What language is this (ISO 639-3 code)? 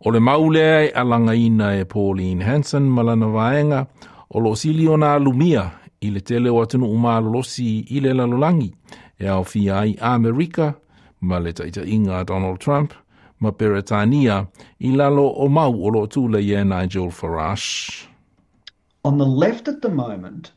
smo